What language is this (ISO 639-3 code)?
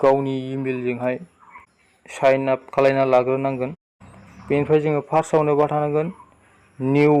brx